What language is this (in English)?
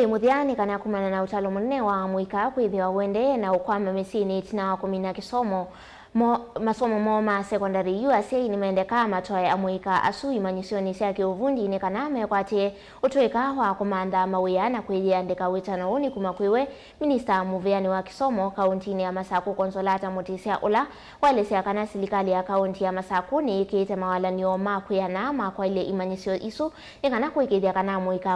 Kamba